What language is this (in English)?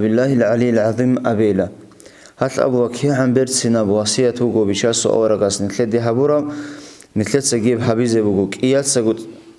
Avaric